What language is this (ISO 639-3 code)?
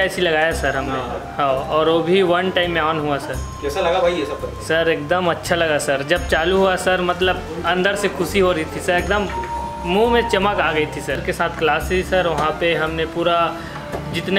hin